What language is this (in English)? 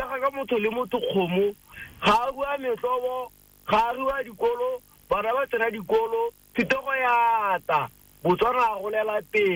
Tswana